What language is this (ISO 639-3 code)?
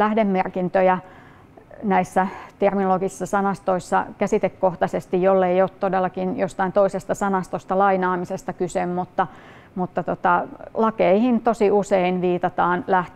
fin